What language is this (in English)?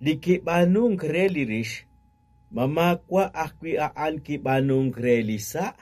Kekchí